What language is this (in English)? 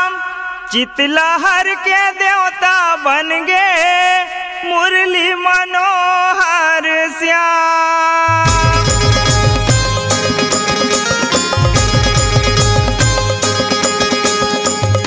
Chhattisgarhi